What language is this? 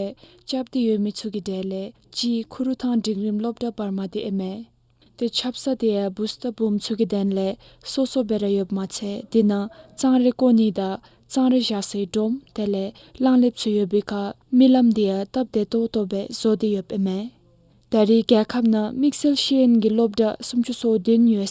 Dzongkha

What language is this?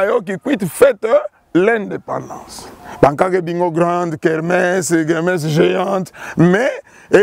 Kituba (Democratic Republic of Congo)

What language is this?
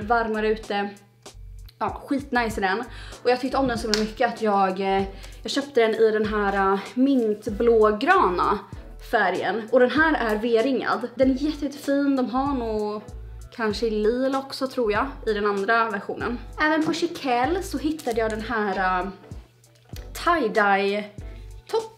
Swedish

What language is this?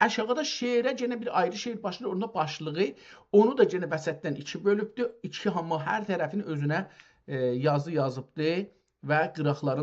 South Azerbaijani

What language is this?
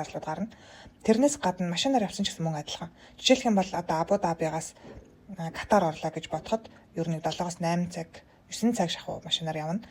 Mongolian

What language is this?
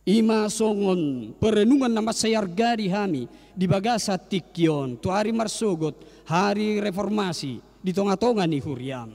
Batak Toba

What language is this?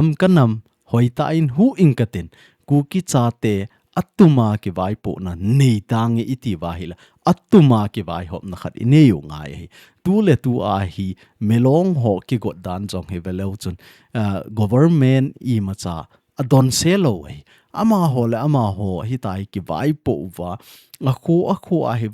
Thado Chin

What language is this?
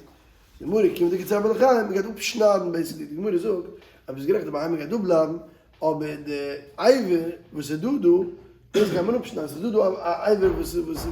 Yiddish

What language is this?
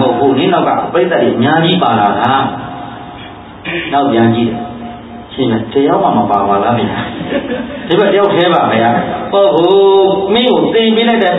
Burmese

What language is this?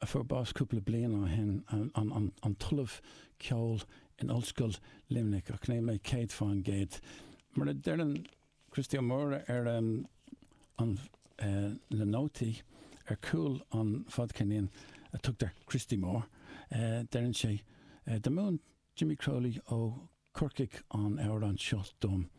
Irish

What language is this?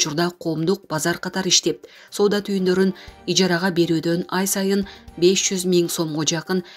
Kyrgyz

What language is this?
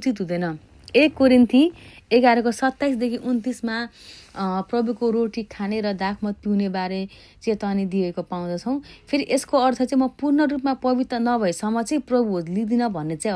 Nepali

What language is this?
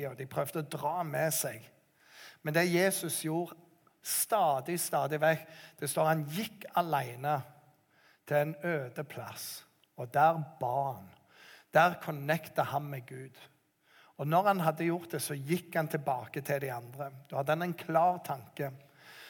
Norwegian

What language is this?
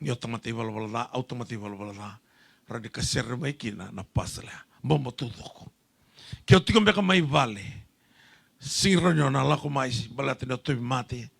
Fijian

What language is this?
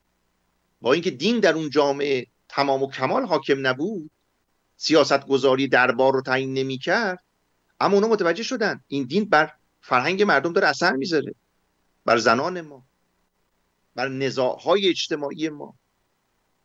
Persian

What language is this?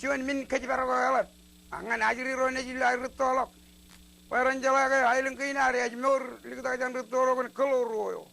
Marshallese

